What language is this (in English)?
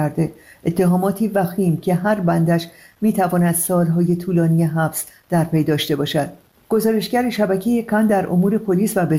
Persian